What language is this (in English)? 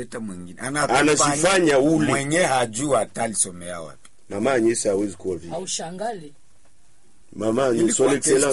Swahili